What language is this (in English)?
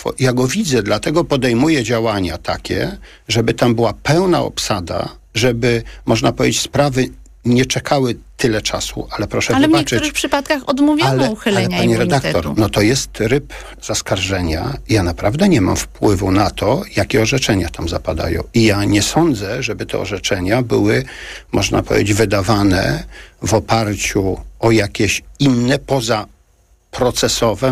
Polish